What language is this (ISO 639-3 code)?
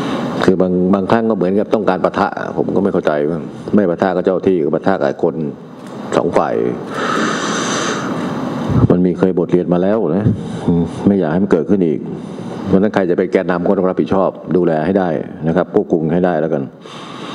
tha